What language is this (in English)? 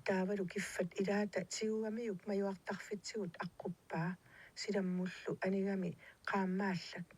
Kalaallisut